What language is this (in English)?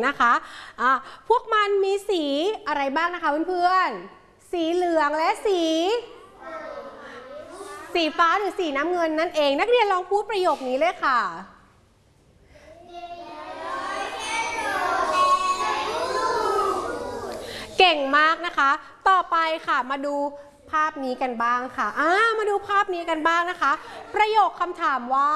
Thai